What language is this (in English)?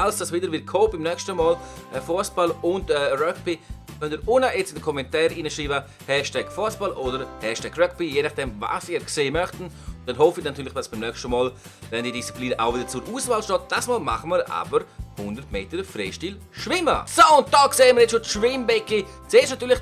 Swiss German